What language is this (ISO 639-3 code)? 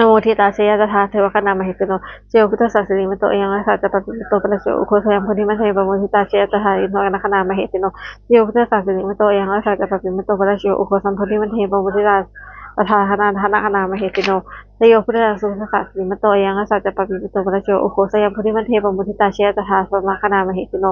pli